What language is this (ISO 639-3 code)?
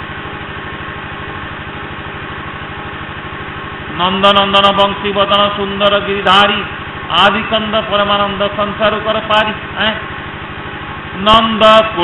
ori